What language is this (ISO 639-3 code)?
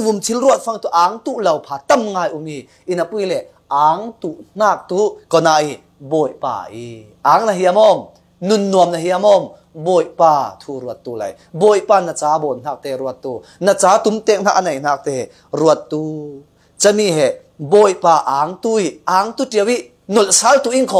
cfm